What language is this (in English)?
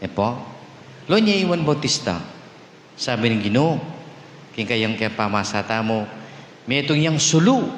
Pampanga